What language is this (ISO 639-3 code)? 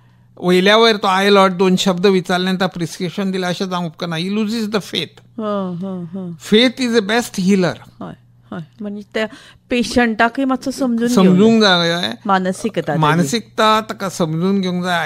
kok